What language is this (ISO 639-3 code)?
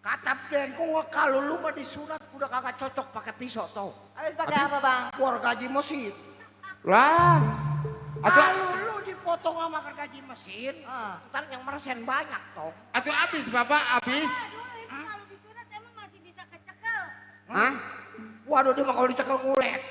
bew